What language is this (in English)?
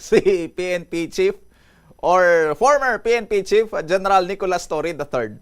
Hiligaynon